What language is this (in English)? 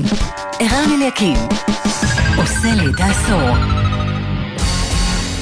Hebrew